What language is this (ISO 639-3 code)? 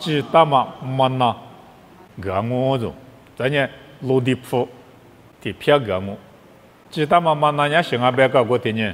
lis